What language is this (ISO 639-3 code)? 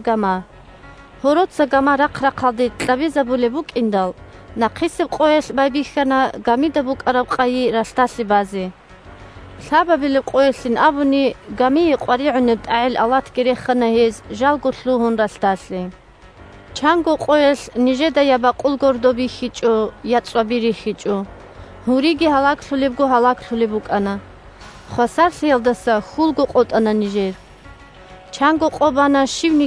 ava